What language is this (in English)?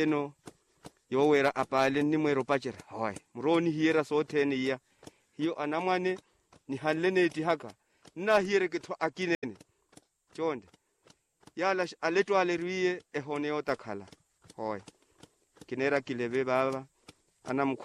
Makhuwa